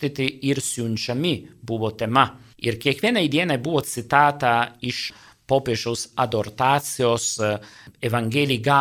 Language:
Lithuanian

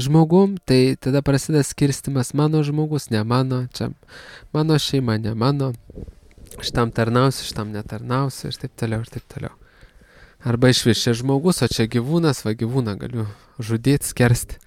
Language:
Lithuanian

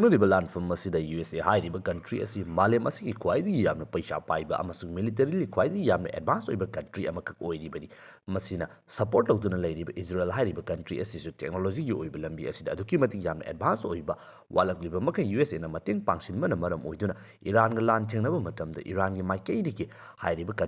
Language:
Manipuri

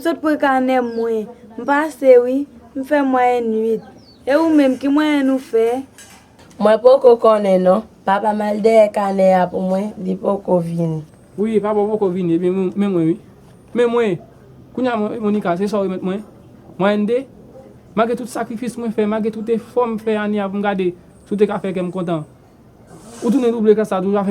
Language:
Haitian Creole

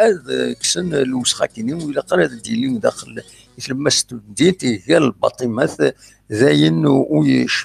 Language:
Kabyle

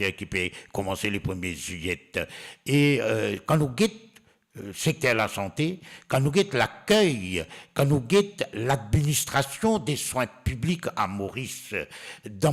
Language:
Morisyen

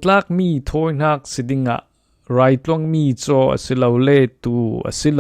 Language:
Falam Chin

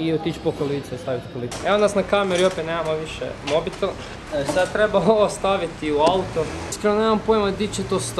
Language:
Croatian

